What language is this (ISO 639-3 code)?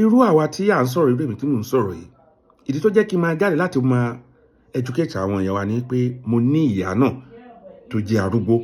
yor